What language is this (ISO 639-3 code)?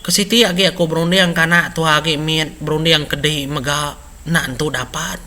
iba